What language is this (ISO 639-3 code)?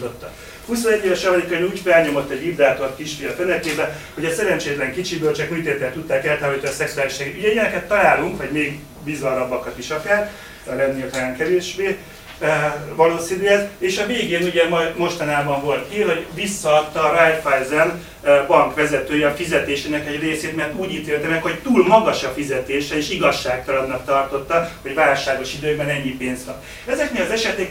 hun